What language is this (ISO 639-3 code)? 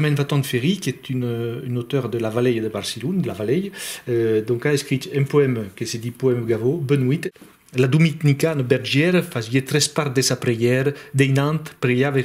oci